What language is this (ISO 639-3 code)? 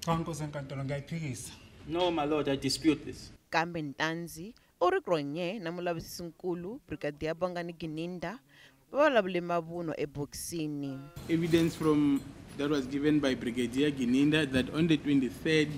tso